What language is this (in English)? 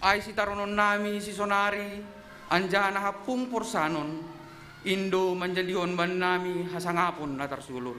Batak Simalungun